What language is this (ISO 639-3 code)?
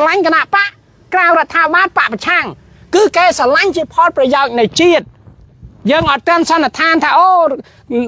khm